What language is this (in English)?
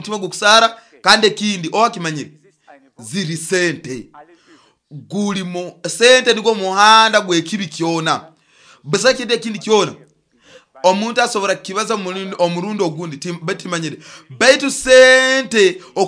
Nyoro